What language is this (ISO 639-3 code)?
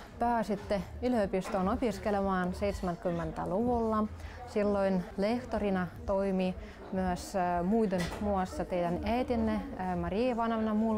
fin